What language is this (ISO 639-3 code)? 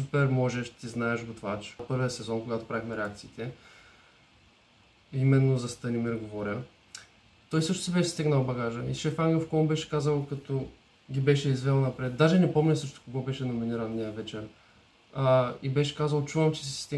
bul